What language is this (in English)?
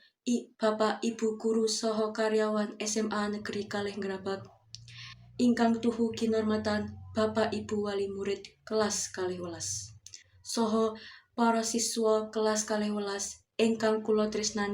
Javanese